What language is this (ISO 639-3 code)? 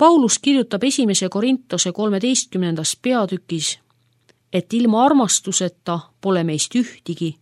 est